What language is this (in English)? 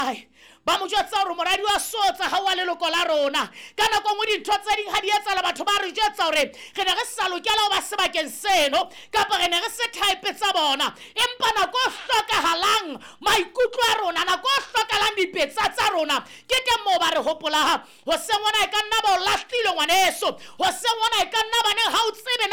Southern Sotho